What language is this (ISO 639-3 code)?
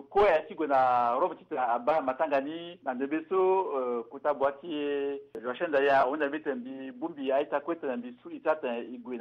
sag